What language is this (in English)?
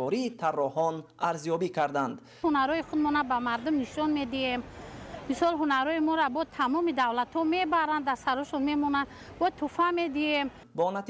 Tajik